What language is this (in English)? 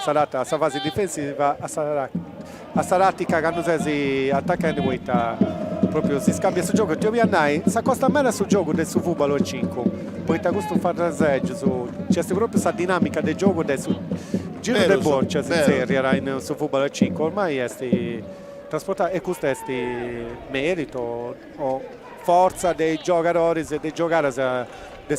Sardinian